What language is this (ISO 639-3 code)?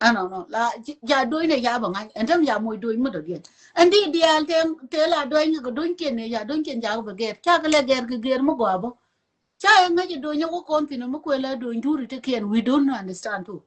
nus